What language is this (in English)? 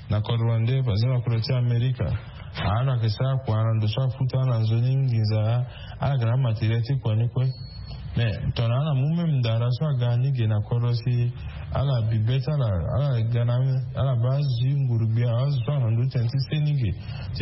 Sango